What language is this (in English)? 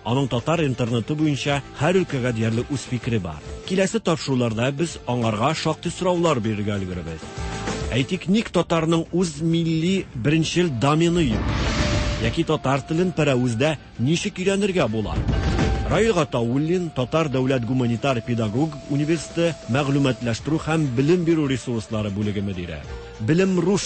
Tatar